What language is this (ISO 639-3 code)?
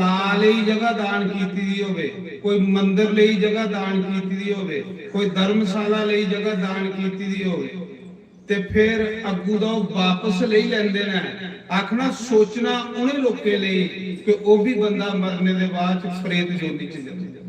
doi